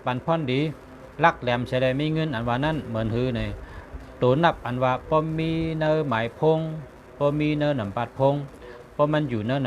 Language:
Shan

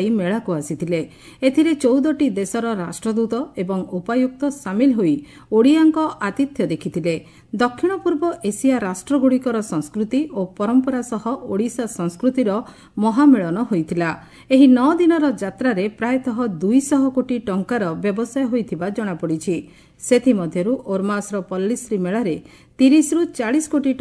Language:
Odia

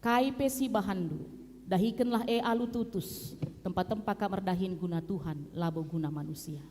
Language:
Batak Karo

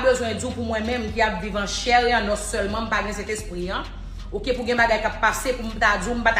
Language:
Haitian Creole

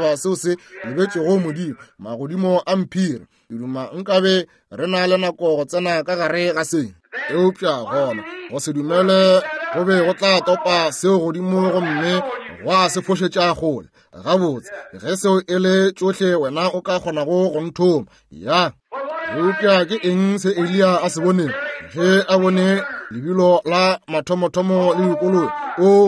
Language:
Northern Sotho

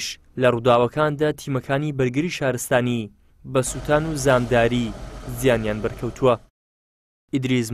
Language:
Central Kurdish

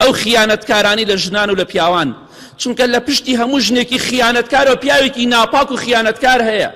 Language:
Central Kurdish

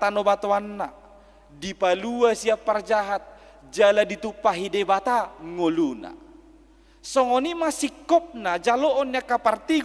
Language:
Batak Toba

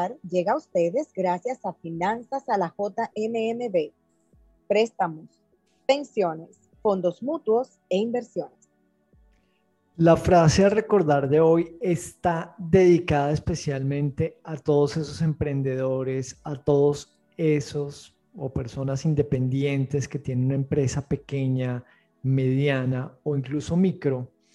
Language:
Spanish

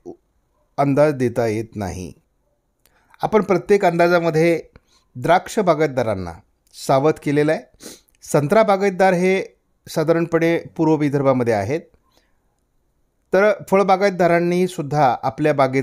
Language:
Marathi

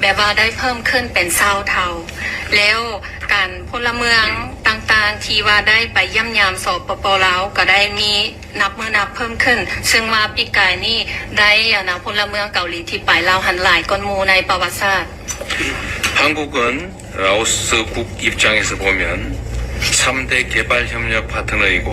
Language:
Lao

